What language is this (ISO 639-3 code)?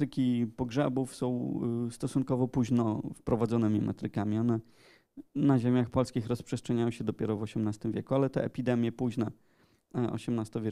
pol